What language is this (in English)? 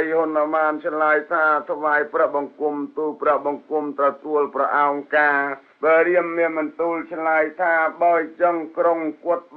Khmer